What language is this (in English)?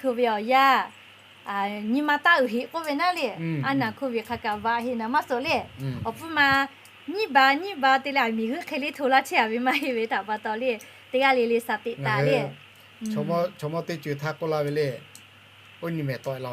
Lahu